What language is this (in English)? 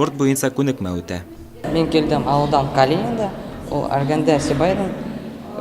Bashkir